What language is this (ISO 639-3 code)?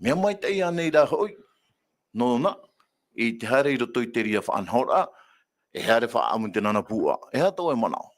tah